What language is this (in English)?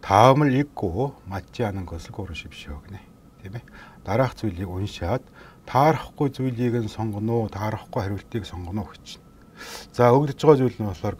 Mongolian